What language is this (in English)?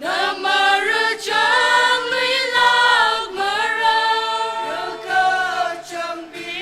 Tangkhul Naga (India)